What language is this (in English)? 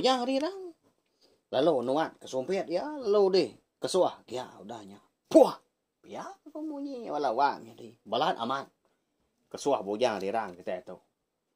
Iban